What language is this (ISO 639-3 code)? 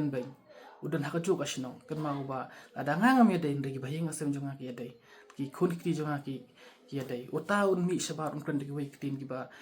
kha